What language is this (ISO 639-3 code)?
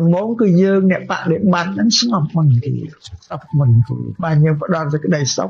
khm